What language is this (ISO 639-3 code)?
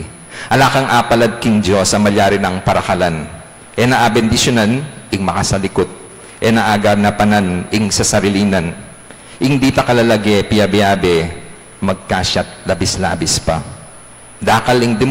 pam